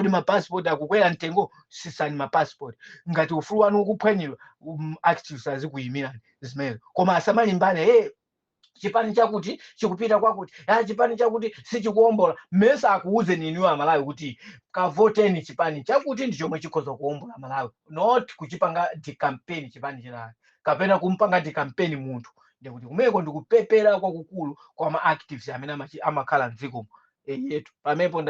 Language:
Nyanja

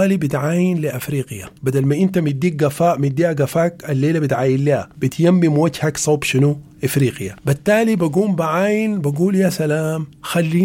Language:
Sudanese Arabic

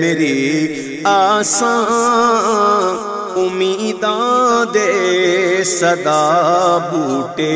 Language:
Saraiki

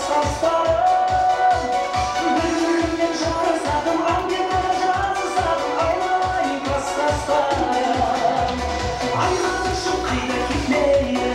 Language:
Kara-Kalpak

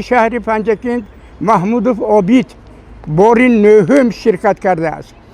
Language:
Tajik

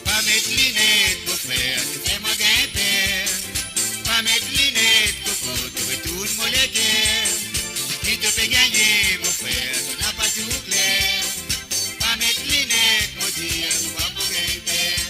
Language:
Morisyen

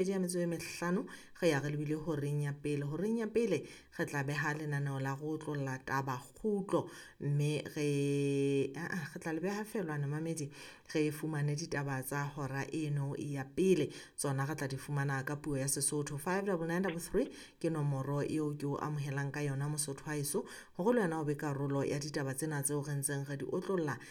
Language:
Southern Sotho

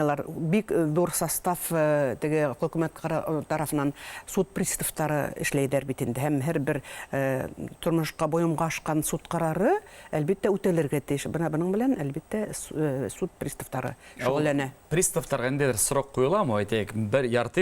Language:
Bashkir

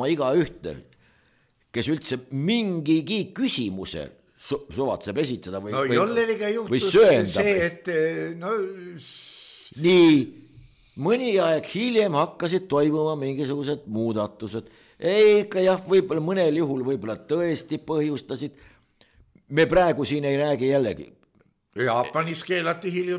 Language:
Estonian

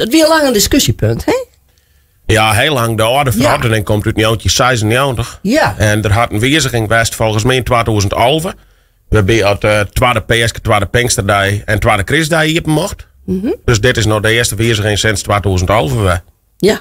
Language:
Western Frisian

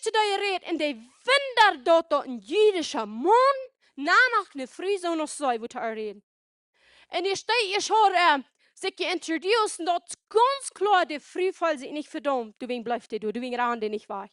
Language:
Plautdietsch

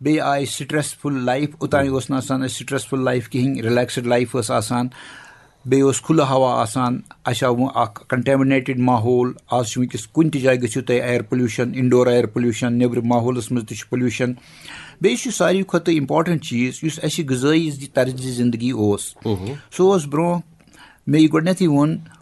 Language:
Kashmiri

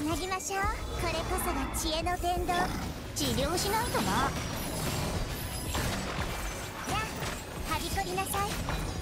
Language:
Japanese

